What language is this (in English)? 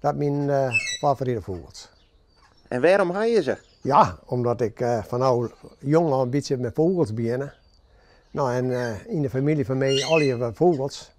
Western Frisian